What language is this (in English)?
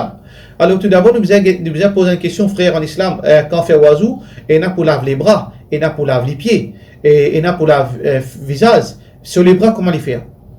Morisyen